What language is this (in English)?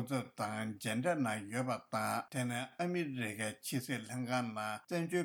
Tibetan